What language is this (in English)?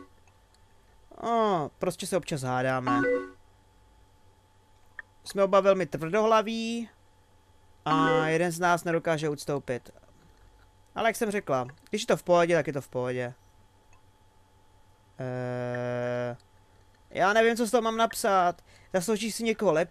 Czech